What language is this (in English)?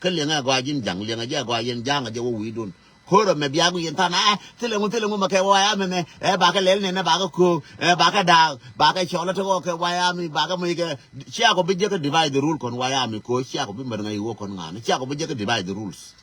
Nuer